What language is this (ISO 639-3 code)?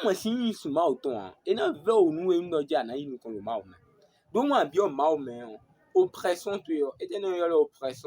fon